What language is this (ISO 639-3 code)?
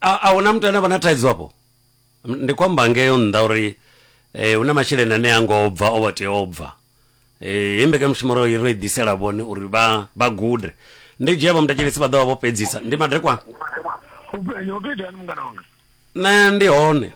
ven